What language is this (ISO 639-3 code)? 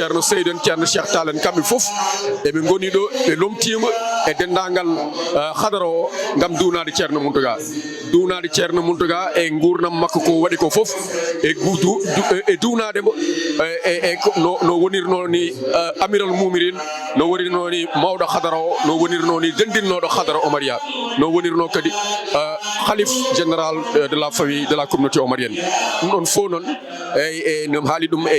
ful